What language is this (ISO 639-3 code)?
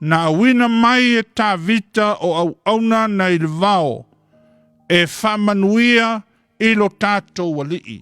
smo